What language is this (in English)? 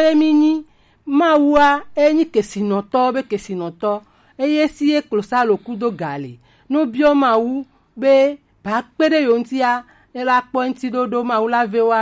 Gen